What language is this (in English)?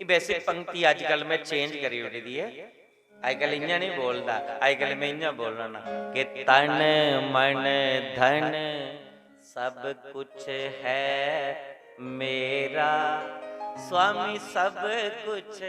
Dogri